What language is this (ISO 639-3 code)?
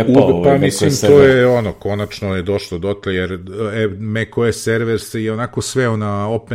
srp